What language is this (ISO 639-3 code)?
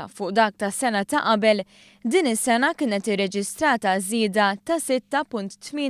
mlt